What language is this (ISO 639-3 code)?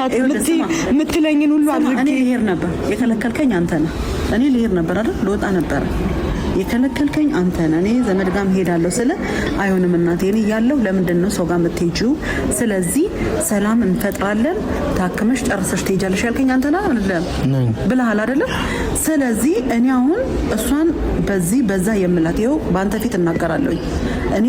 amh